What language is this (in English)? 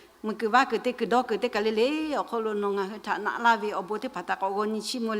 Lahu